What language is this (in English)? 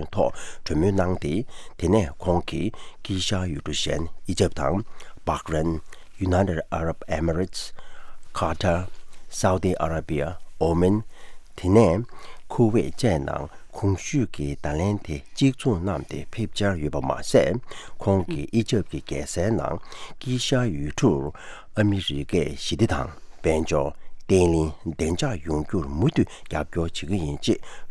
Tibetan